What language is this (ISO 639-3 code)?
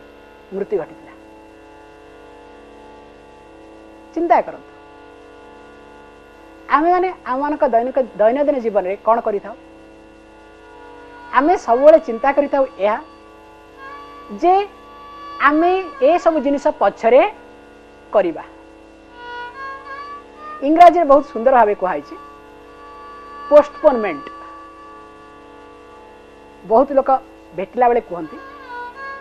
ori